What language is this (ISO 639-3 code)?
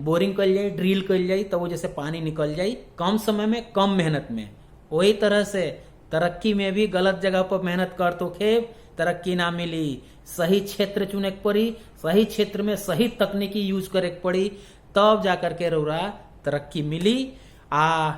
bho